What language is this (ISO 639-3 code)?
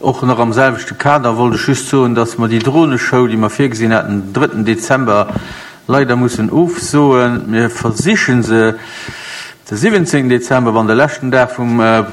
ltz